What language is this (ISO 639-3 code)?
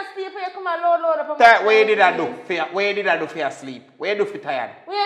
jam